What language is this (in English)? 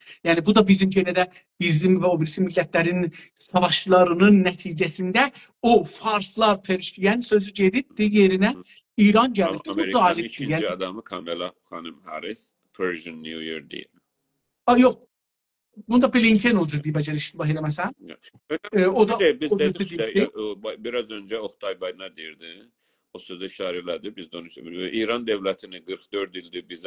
South Azerbaijani